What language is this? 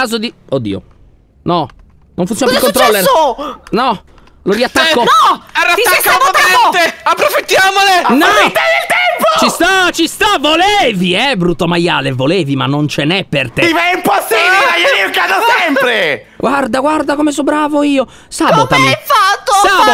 Italian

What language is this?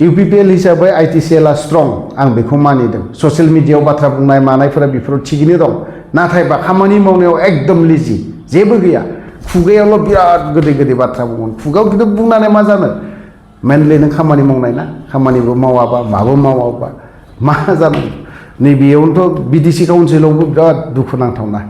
Bodo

